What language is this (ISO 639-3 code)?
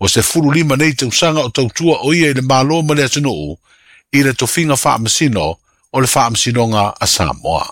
smo